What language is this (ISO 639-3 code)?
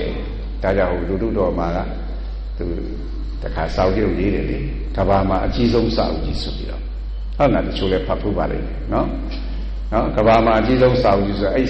mya